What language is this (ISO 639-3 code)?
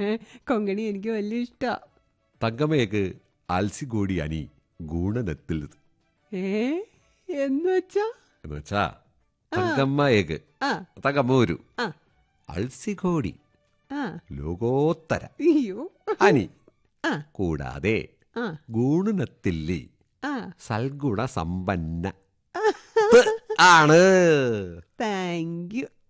mal